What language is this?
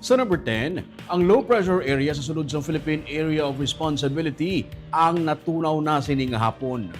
Hiligaynon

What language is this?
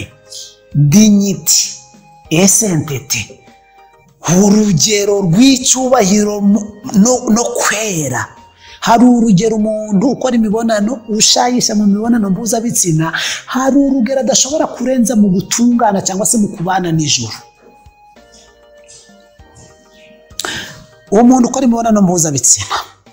Kinyarwanda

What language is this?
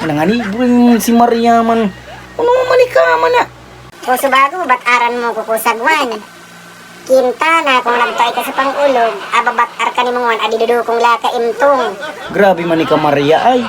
Bikol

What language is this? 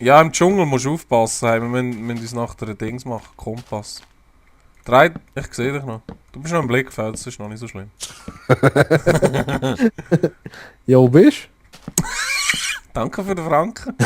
Swiss German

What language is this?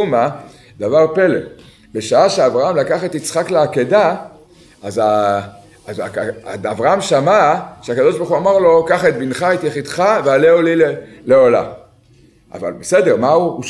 Hebrew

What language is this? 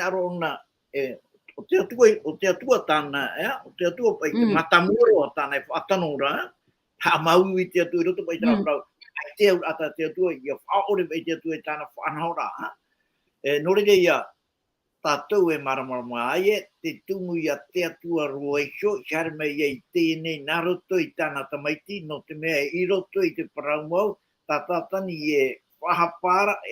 Tahitian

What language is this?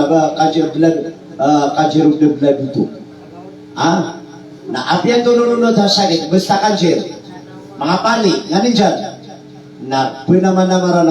Maranao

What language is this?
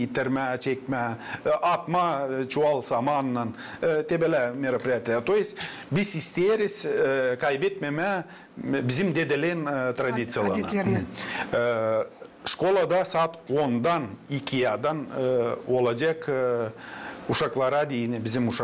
Gagauz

